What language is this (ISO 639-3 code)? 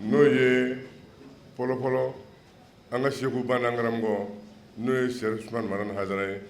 bam